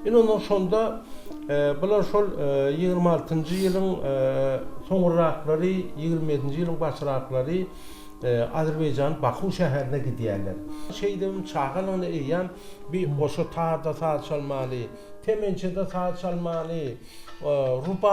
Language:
Turkmen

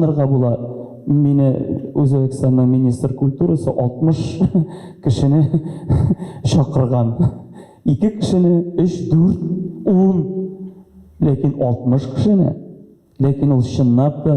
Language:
Tatar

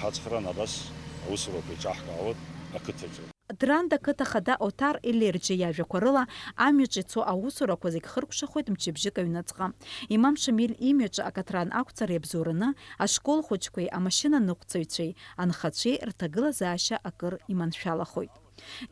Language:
Abkhazian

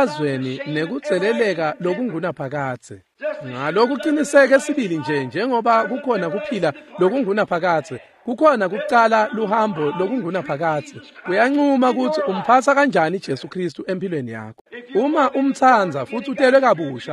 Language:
Swati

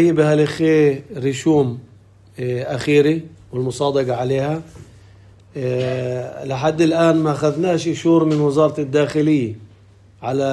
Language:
North Levantine Arabic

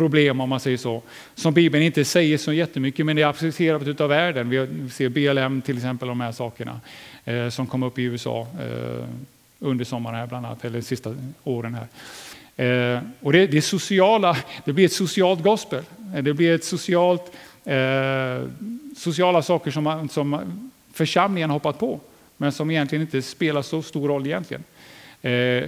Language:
Swedish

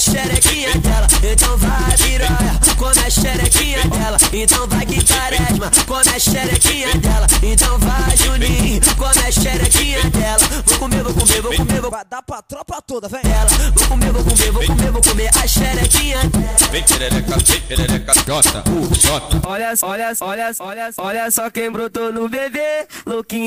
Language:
Portuguese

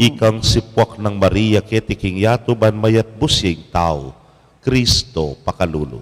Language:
Pampanga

